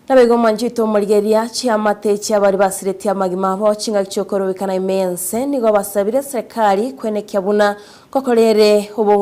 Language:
Gusii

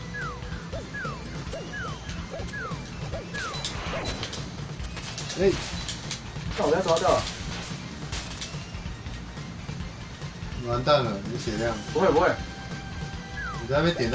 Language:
Chinese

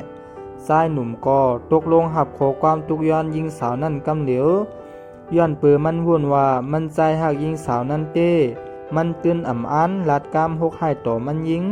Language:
Shan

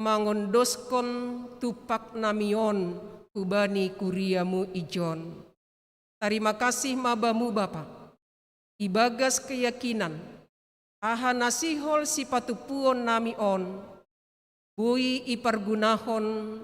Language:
Batak Simalungun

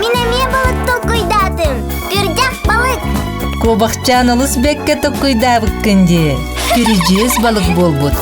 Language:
Yakut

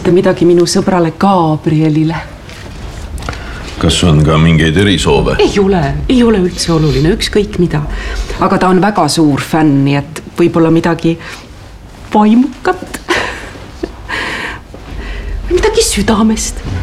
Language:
Estonian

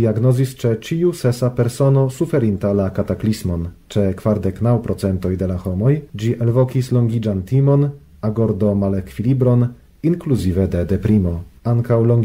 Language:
Esperanto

